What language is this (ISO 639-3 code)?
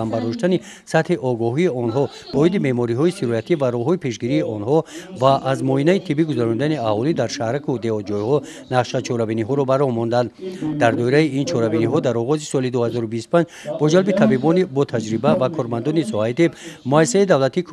tgk